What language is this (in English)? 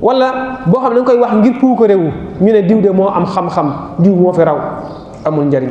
Wolof